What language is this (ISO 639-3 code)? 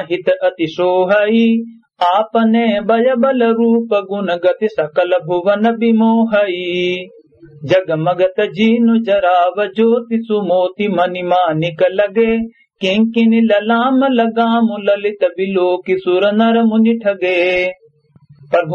awa